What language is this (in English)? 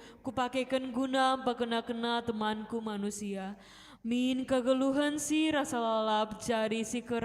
Batak Karo